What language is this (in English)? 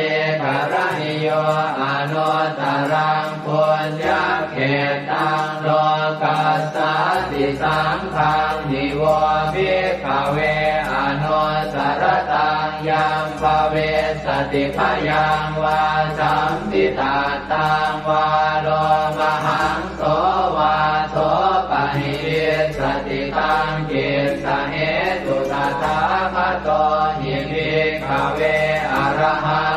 Pali